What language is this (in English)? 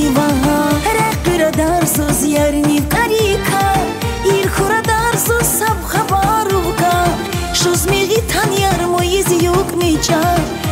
Tabassaran